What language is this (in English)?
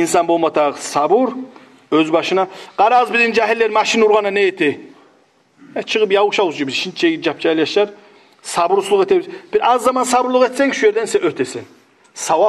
Kumyk